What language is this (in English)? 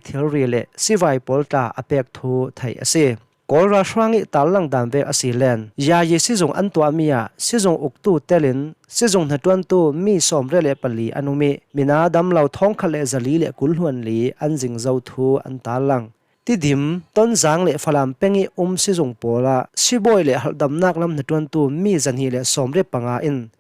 Hakha Chin